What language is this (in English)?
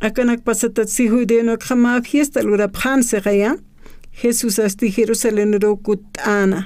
Aymara